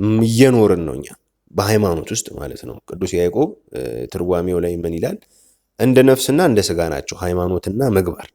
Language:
Amharic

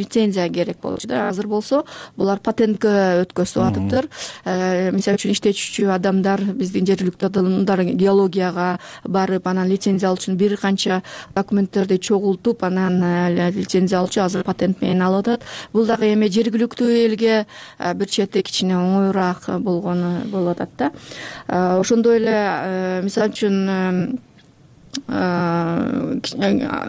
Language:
Kyrgyz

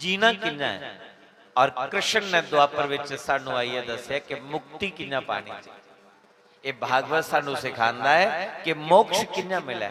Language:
Dogri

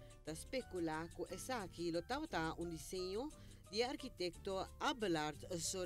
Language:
Papiamento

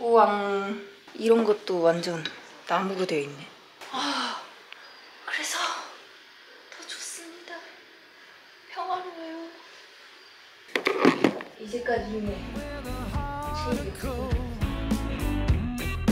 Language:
Korean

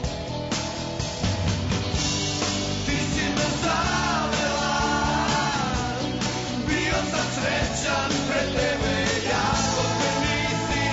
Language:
Serbian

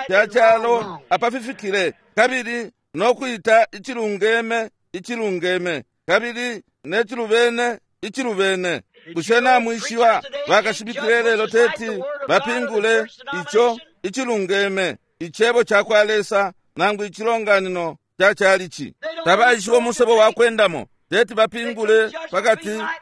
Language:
Bemba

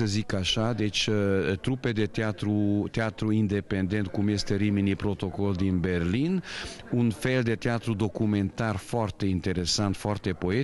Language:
Romanian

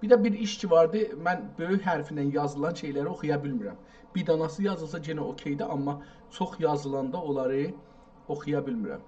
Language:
South Azerbaijani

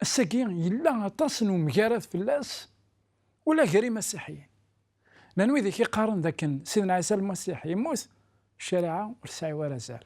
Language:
Kabyle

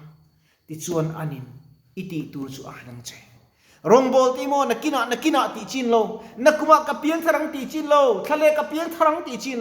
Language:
Mizo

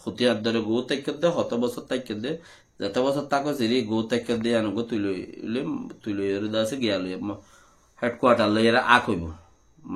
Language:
Rohingya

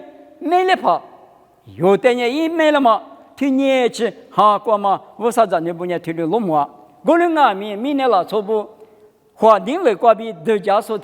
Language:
Lisu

